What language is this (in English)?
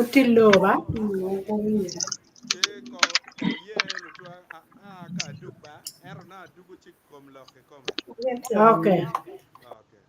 Acoli